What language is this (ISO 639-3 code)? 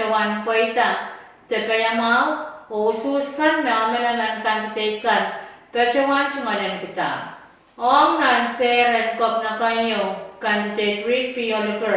pon